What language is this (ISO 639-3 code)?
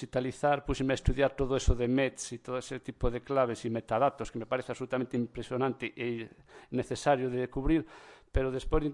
glg